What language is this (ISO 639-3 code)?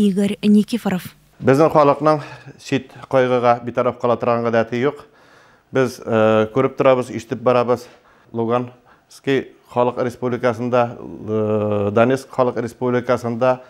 tat